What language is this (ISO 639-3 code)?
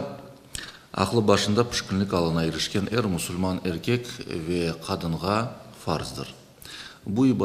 crh